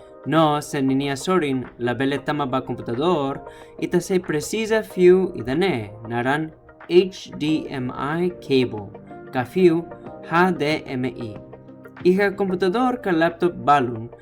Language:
Tetum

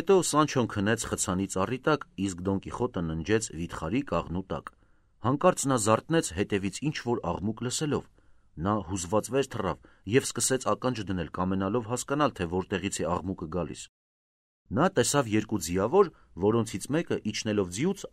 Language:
Armenian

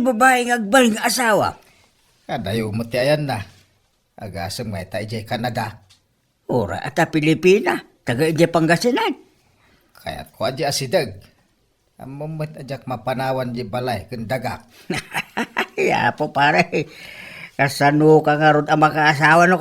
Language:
Iloko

